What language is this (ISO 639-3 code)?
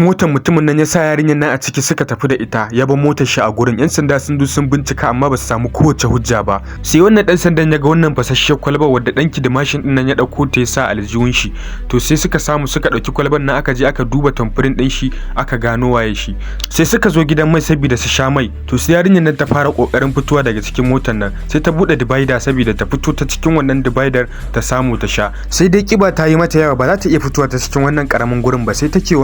hau